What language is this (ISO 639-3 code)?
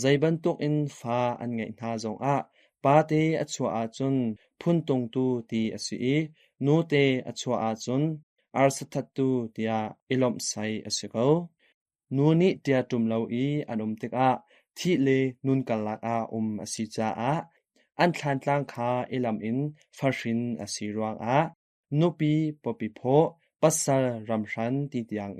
cnh